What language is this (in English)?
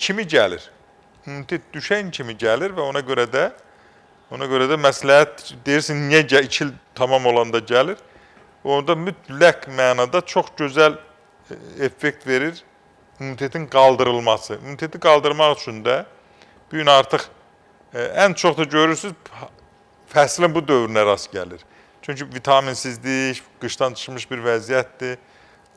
Azerbaijani